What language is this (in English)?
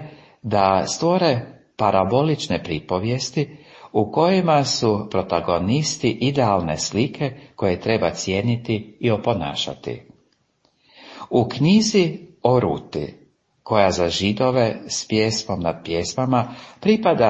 Croatian